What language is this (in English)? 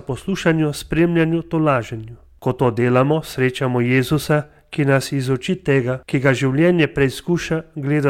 Slovenian